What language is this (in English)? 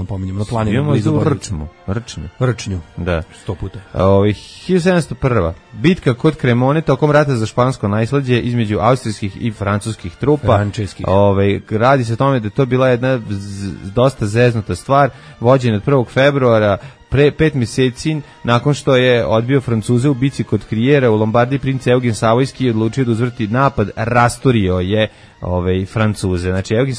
Serbian